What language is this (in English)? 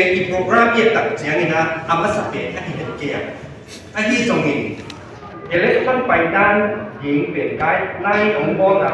Paite Chin